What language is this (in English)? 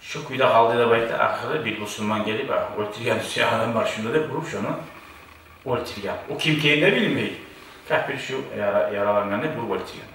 Kumyk